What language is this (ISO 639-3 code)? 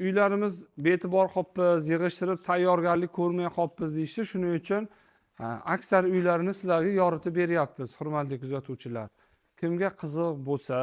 uzb